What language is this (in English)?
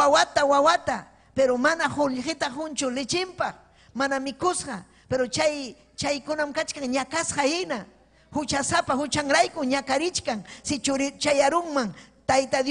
Ayacucho Quechua